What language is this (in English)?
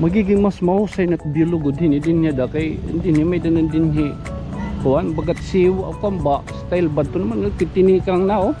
Waray